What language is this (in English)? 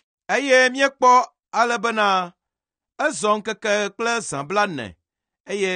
Ewe